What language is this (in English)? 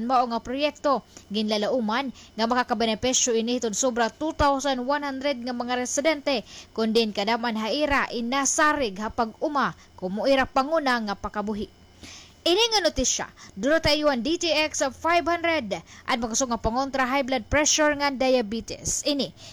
Waray